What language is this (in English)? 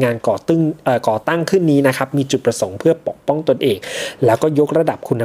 Thai